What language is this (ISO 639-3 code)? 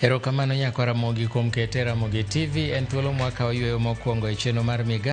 luo